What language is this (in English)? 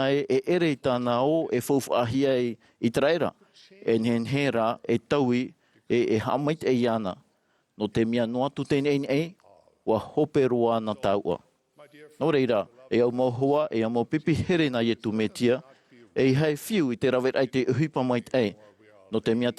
Tahitian